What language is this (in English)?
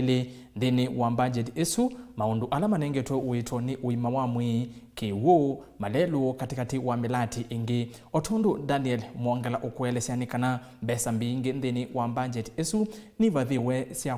Kamba